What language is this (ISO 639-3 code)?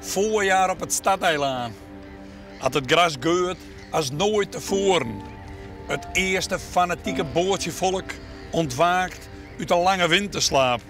fry